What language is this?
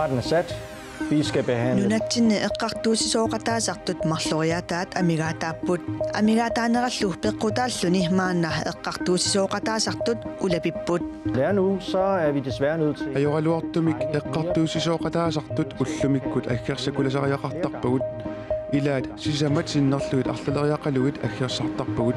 Kalaallisut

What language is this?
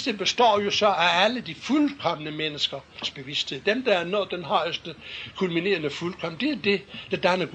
Danish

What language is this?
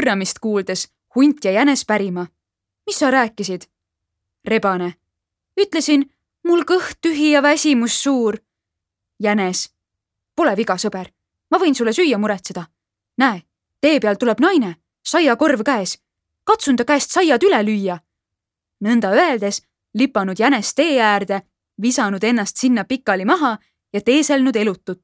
Estonian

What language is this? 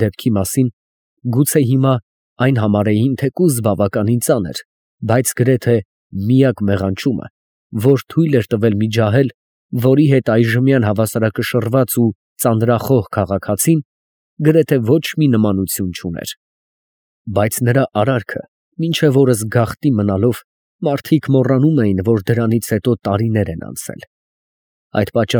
Armenian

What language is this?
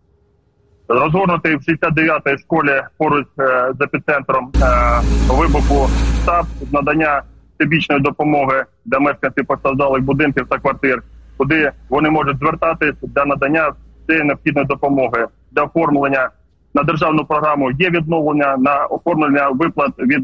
Ukrainian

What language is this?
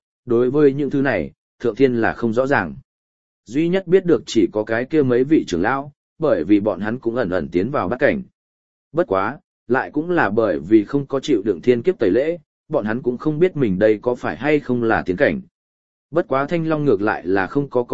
Vietnamese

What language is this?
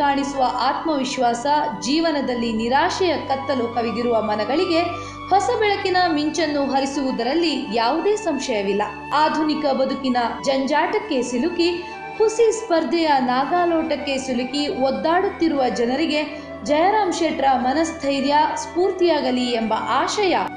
Kannada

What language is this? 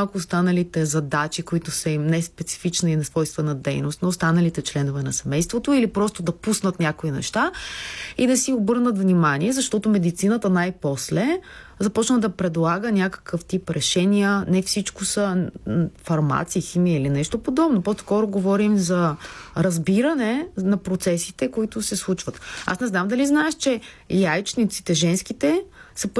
Bulgarian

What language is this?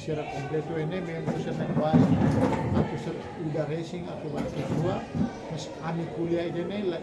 Tetum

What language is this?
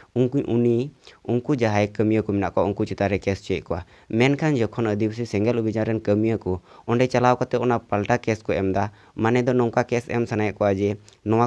Santali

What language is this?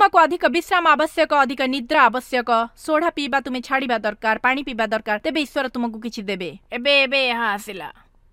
Odia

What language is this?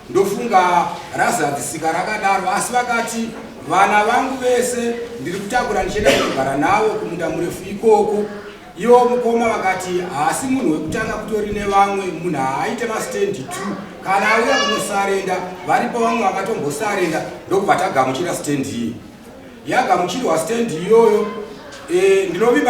Shona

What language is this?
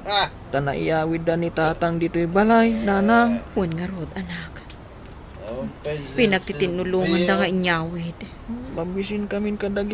Iloko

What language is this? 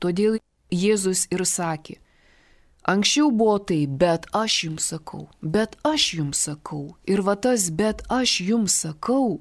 Lithuanian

